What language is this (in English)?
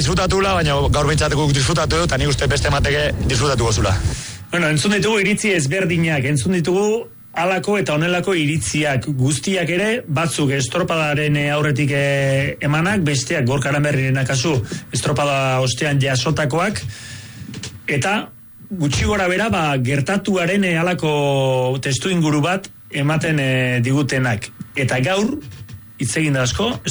Basque